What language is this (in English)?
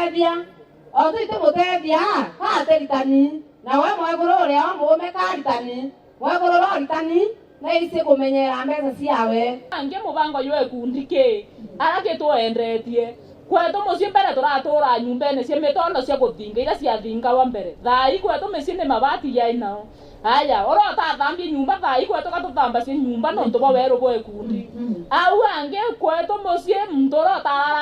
Meru